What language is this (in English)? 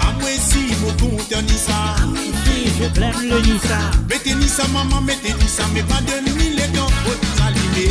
Morisyen